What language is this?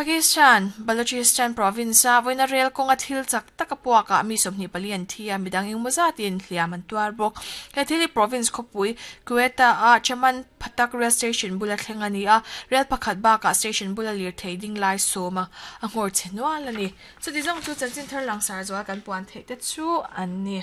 Mizo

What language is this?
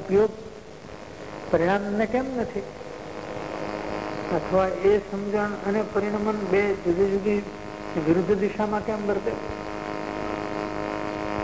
Gujarati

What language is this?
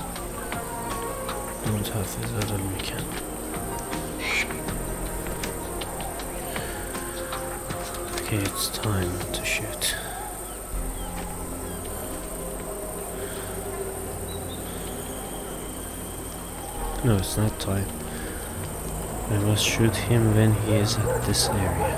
English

